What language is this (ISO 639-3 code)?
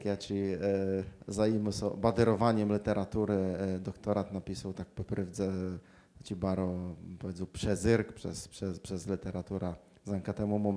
csb